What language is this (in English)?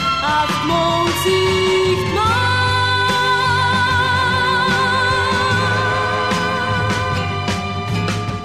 Czech